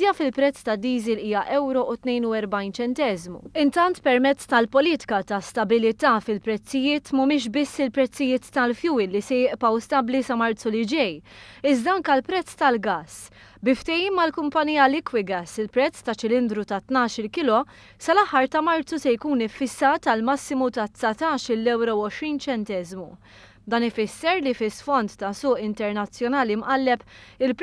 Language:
Maltese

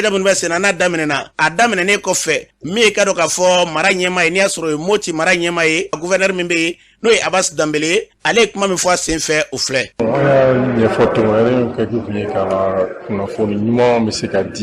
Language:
Bambara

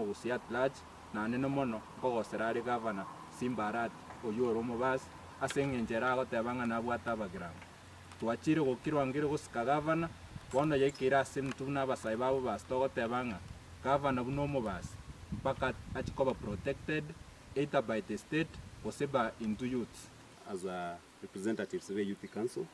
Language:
Gusii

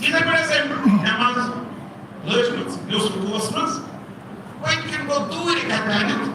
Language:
Kashmiri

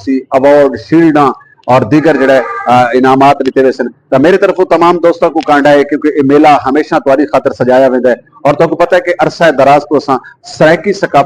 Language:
Saraiki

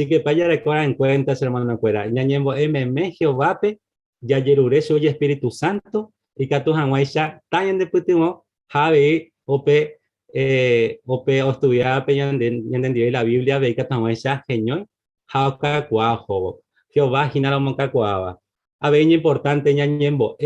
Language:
Guarani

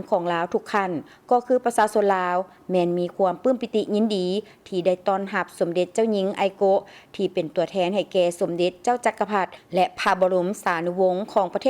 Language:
Lao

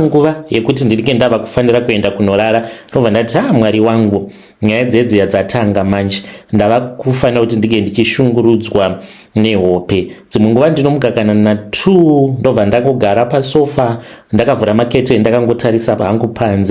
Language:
Shona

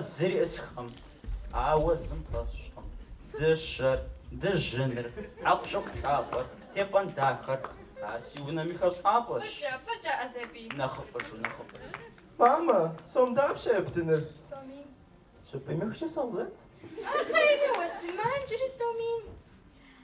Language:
Kabardian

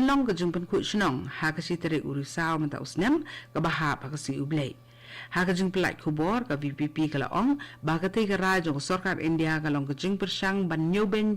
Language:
Khasi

